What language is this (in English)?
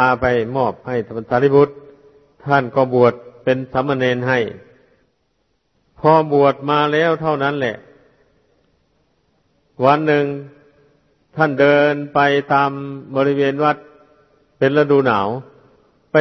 Thai